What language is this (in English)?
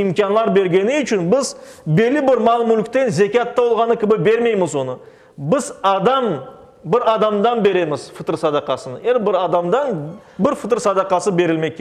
Crimean Tatar